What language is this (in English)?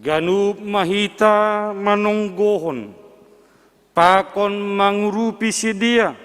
Batak Simalungun